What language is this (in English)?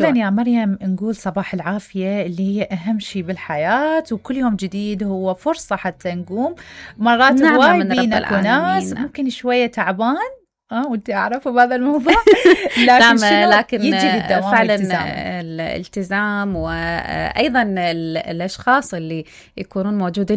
Mesopotamian Arabic